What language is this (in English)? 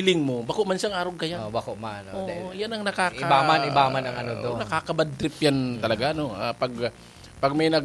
Bikol